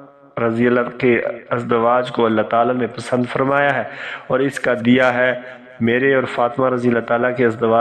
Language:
Urdu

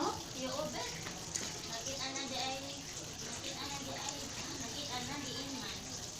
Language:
Cebuano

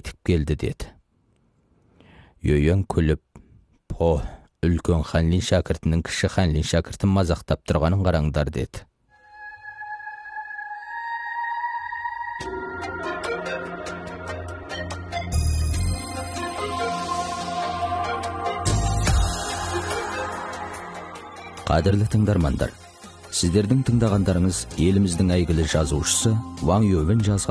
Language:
Kazakh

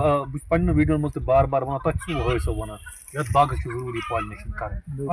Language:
Kashmiri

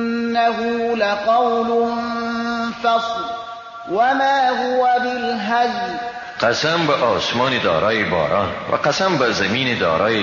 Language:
Persian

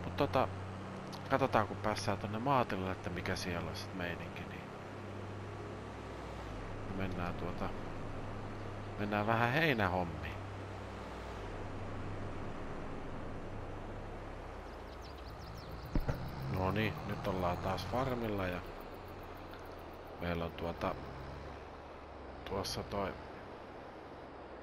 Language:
Finnish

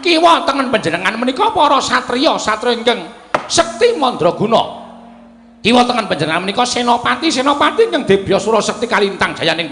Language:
Javanese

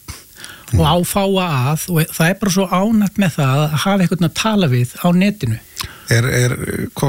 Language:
Icelandic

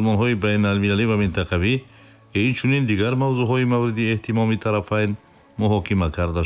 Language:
Tajik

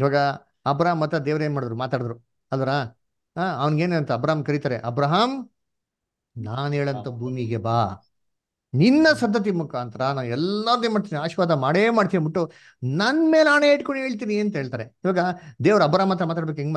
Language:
Kannada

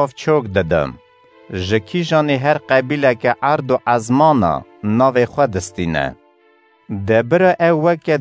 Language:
Kurdish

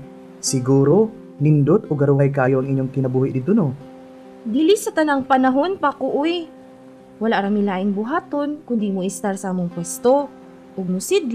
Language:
Cebuano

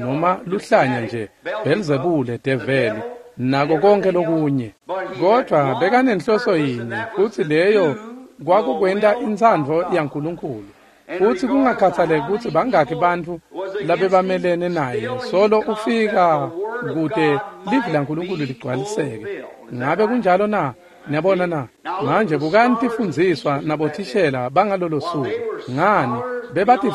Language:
Swati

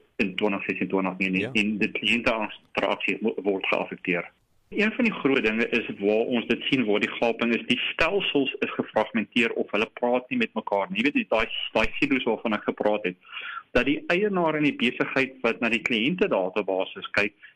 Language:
Afrikaans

